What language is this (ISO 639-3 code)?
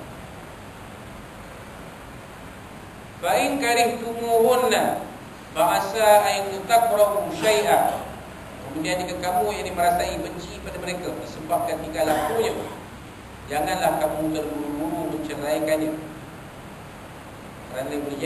msa